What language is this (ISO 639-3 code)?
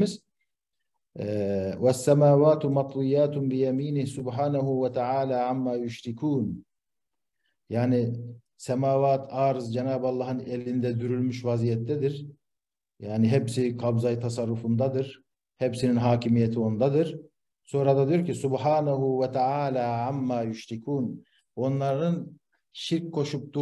tur